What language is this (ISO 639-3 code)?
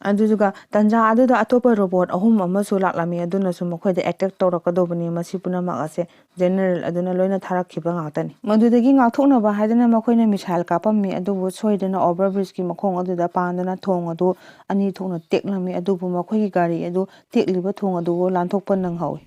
mni